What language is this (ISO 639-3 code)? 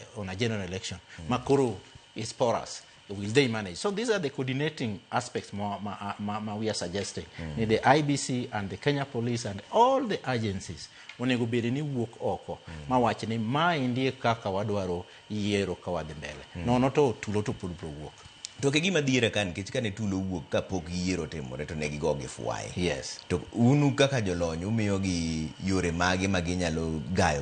luo